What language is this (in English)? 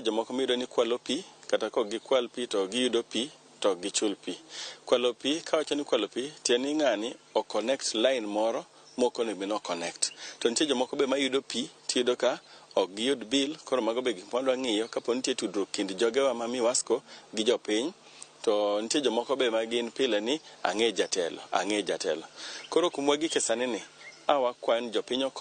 Luo (Kenya and Tanzania)